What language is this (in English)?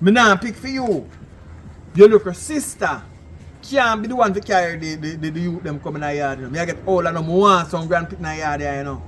Jamaican Creole English